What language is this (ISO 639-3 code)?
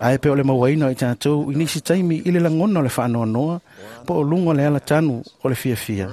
smo